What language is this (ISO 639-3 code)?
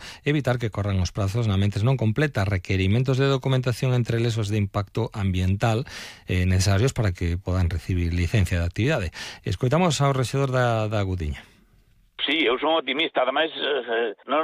glg